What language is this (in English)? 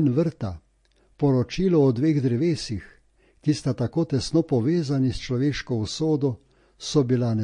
Slovenian